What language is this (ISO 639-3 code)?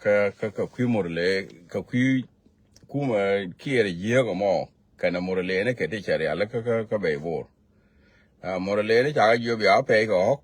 nus